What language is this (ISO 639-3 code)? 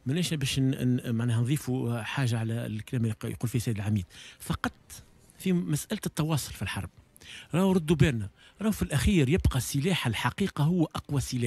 aeb